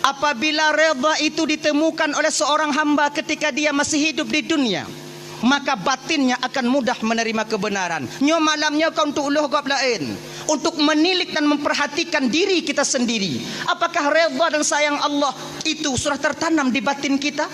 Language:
Achinese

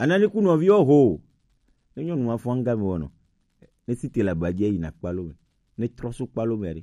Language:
Gen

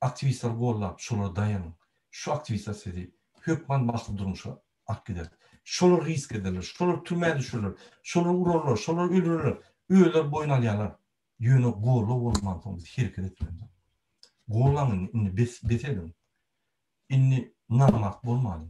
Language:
Turkmen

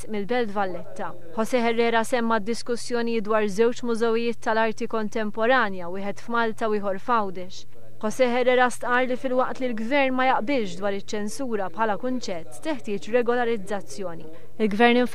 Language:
Maltese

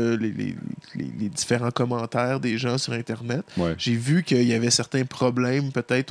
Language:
French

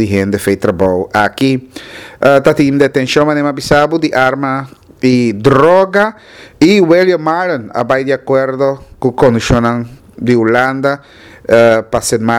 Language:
Papiamento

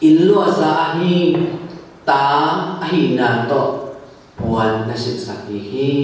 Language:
Tedim Chin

